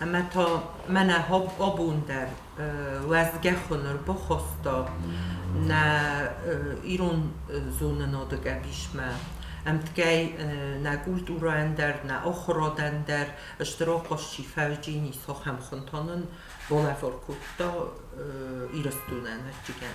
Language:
Ossetic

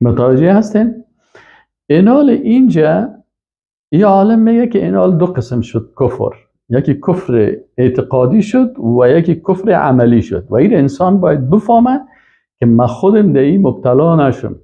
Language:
Persian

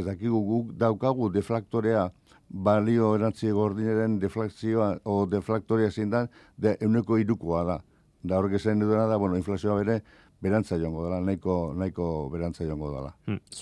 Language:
Basque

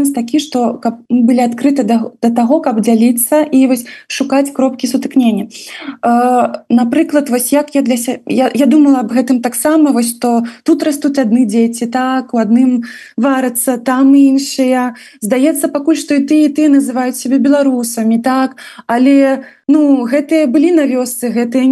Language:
Belarusian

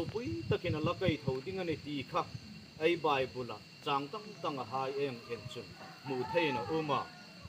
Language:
Hmar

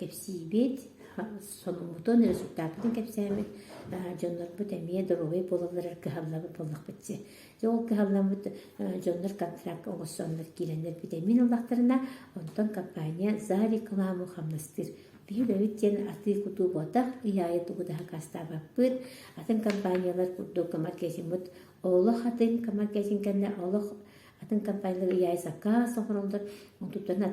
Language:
Yakut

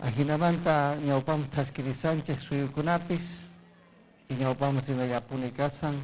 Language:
Ayacucho Quechua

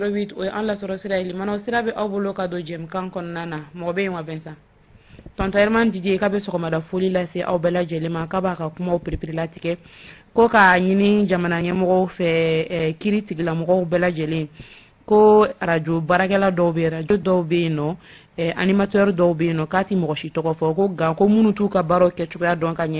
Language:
Bambara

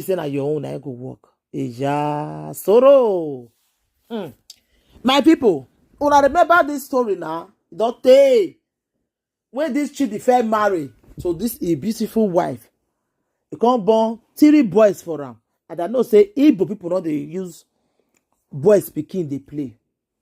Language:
Nigerian Pidgin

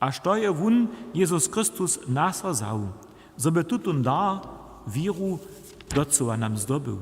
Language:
Upper Sorbian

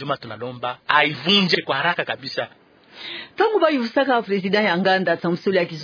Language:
Kituba (Democratic Republic of Congo)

